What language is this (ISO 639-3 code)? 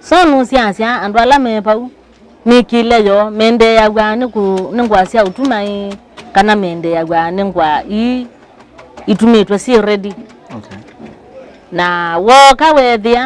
kam